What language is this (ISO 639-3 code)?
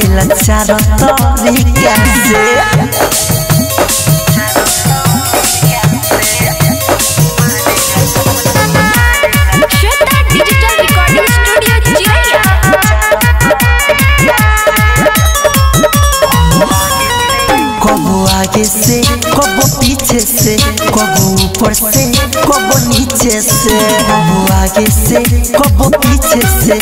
bho